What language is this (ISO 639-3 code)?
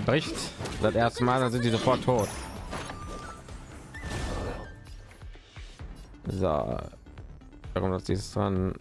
deu